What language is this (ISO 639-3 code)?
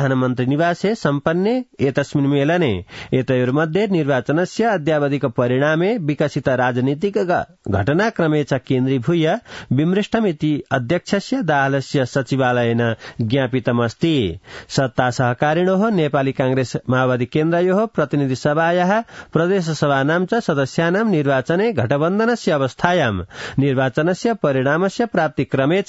san